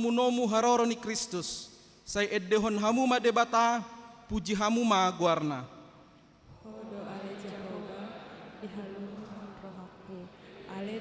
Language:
Batak Toba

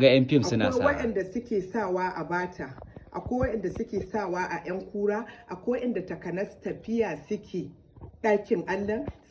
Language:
Hausa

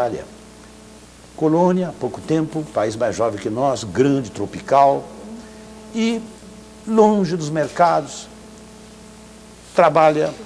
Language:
Portuguese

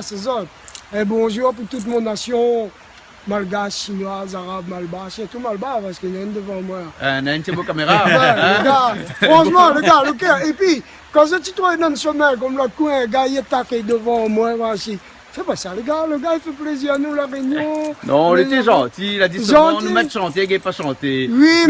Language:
Réunion Creole French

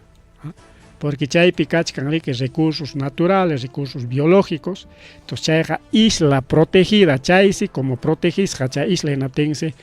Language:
Ayacucho Quechua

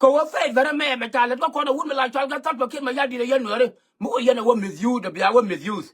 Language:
Nuer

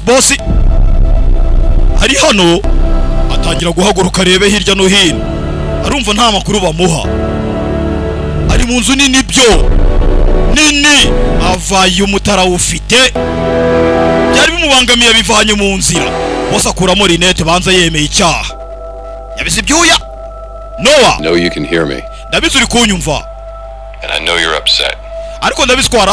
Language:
Kinyarwanda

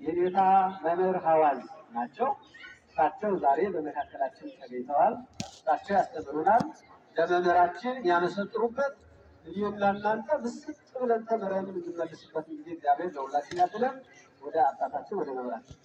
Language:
Amharic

